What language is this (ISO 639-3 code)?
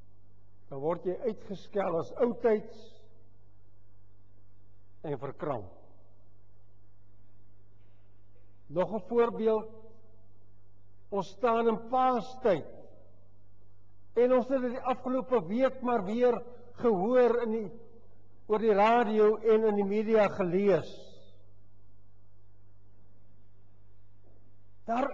afr